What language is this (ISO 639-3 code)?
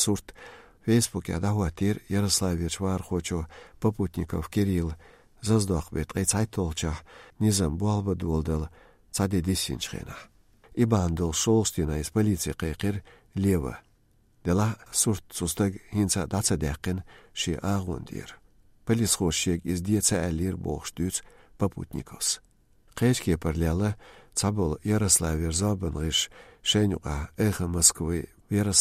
che